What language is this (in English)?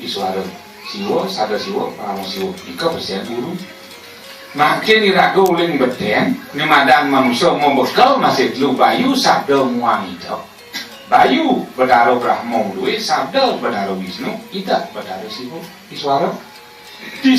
Balinese